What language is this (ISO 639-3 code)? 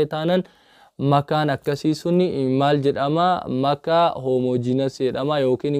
orm